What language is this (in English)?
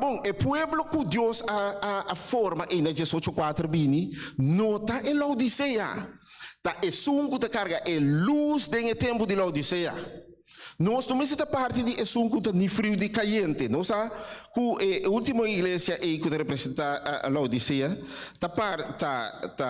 Papiamento